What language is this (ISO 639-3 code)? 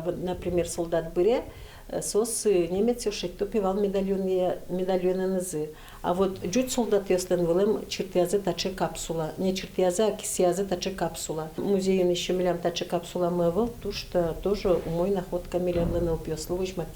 udm